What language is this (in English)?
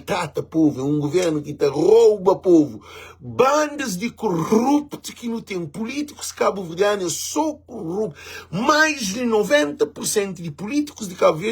Kabuverdianu